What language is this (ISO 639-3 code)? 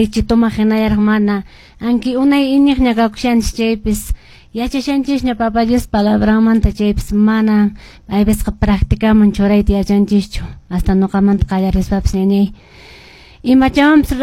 que